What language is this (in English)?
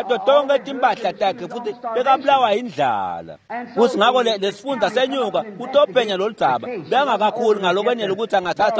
Swati